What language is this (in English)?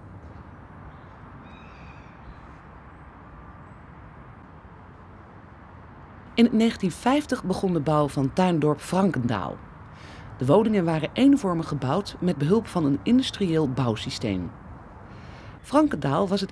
Dutch